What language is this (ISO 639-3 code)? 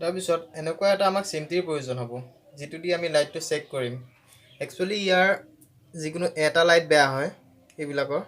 asm